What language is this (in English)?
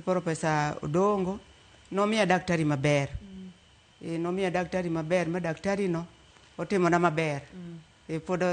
Luo (Kenya and Tanzania)